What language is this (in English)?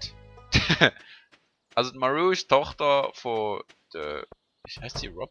Swiss German